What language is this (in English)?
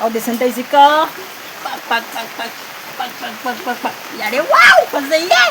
Manipuri